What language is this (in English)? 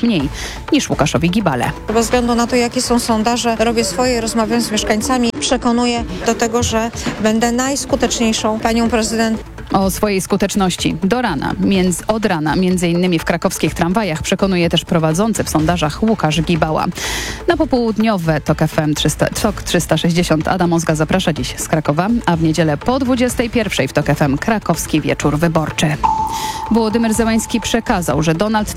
Polish